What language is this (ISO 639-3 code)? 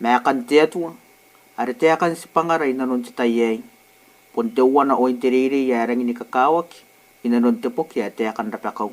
gil